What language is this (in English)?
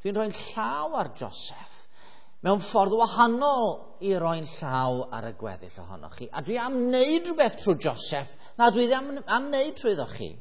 Welsh